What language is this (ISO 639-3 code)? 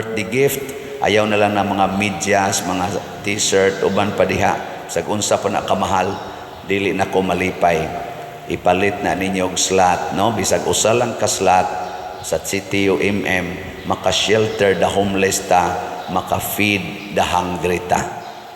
ceb